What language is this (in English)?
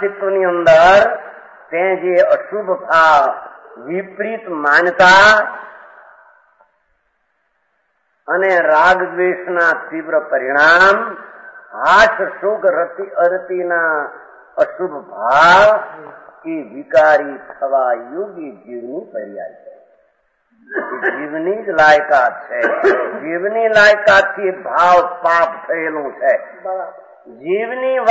Gujarati